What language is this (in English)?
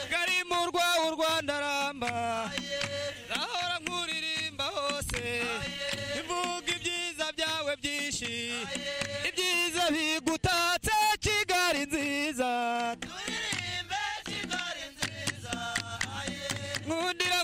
Kinyarwanda